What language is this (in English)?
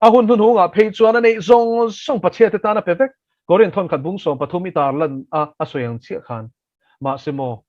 Mizo